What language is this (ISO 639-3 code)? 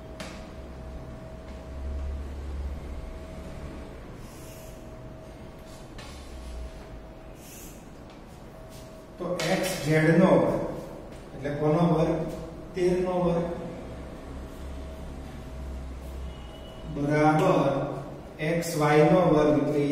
guj